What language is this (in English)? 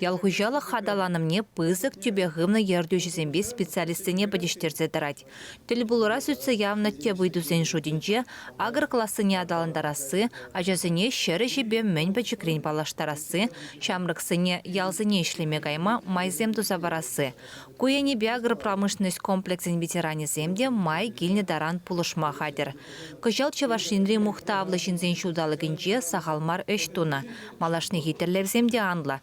Chuvash